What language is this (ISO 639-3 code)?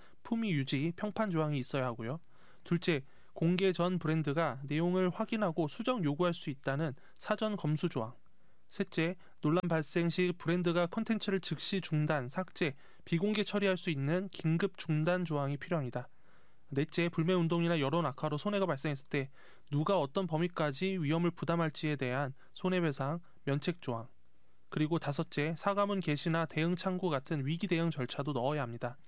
kor